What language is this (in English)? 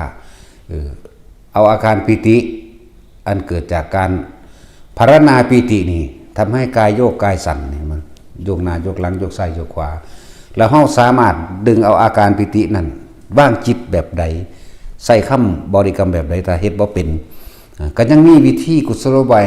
Northeastern Thai